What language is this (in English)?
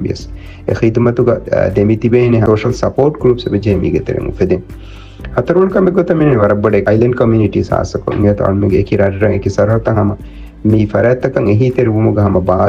Divehi